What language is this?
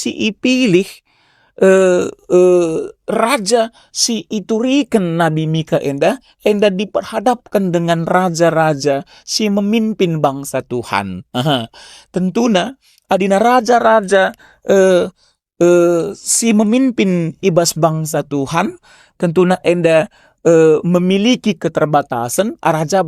Batak Karo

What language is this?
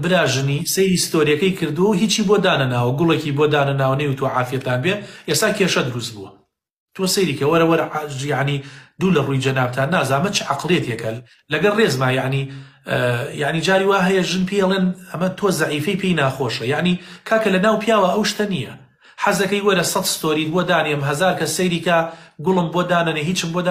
Central Kurdish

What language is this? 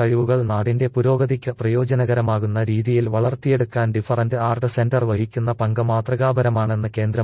Malayalam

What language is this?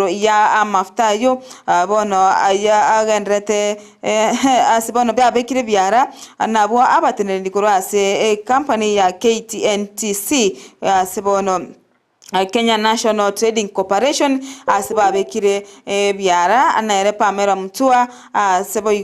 Gusii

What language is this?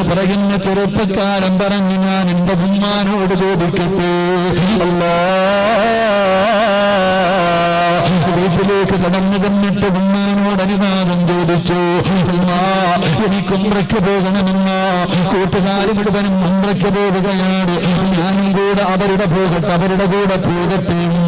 Malayalam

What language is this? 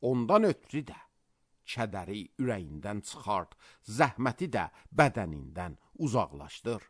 Azerbaijani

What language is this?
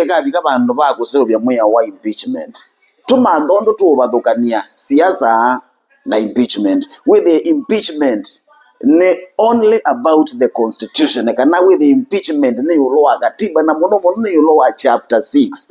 Kamba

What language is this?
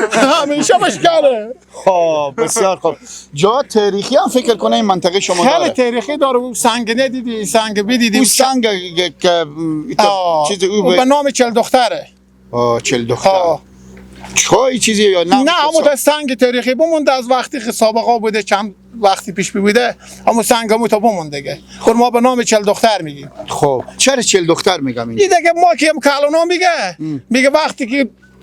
Persian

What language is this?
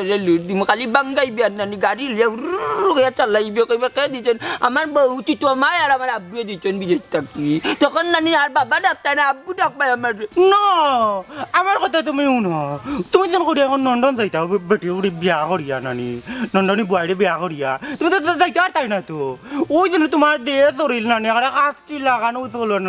Sylheti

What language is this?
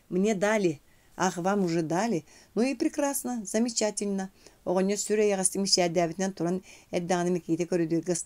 Yakut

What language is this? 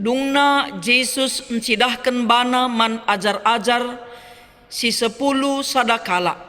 Batak Karo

